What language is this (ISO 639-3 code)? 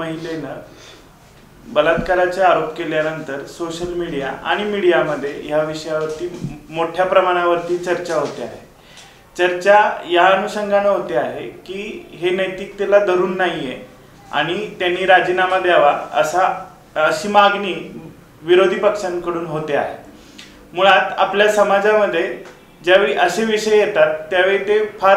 mar